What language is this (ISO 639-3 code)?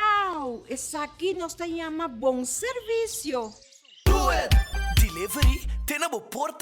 pap